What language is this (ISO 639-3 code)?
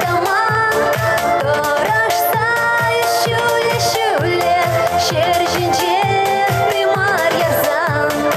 chv